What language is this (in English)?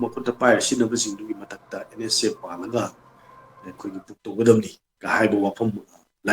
Manipuri